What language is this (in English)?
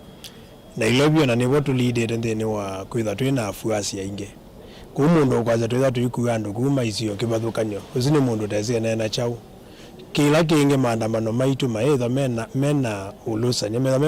Kamba